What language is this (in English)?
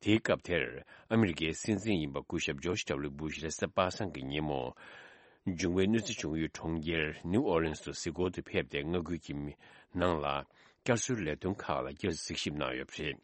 Tibetan